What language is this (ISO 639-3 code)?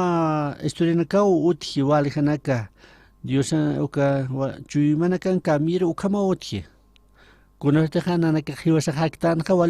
aym